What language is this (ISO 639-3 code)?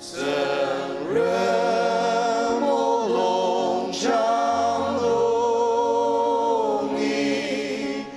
njo